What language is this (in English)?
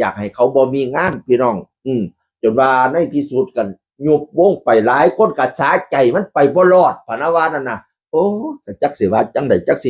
Northeastern Thai